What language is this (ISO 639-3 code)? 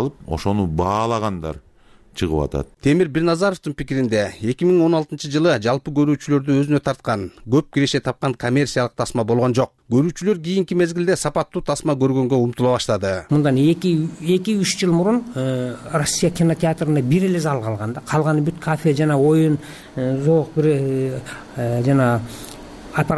kir